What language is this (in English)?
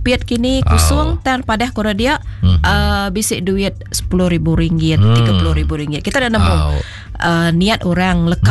Iban